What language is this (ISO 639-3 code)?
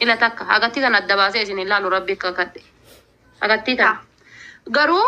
orm